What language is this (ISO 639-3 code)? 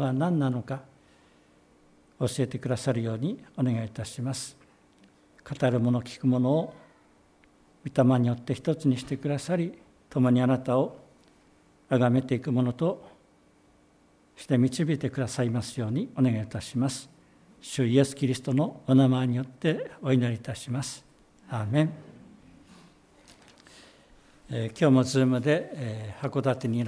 jpn